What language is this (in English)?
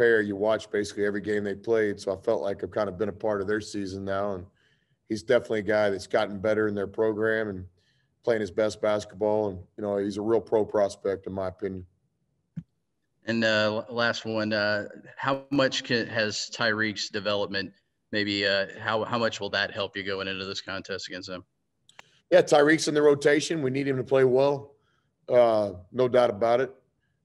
English